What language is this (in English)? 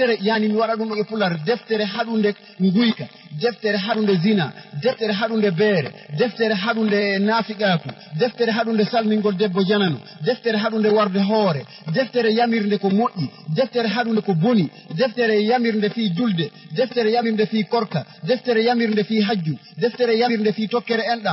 Fula